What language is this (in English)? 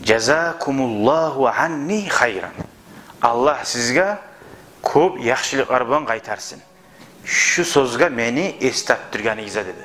Kumyk